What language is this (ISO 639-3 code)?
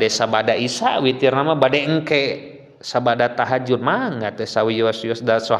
sun